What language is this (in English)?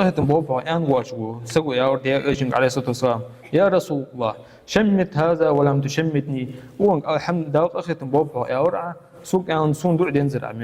Ingush